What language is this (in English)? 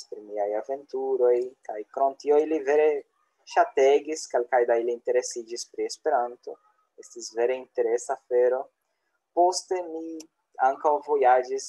Esperanto